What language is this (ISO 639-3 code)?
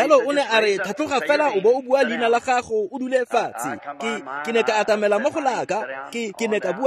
tsn